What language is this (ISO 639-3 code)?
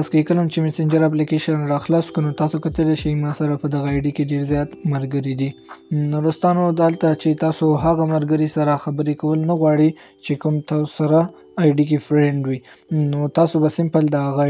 pus